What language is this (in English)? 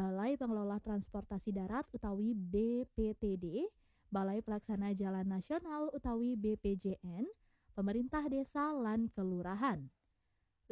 Balinese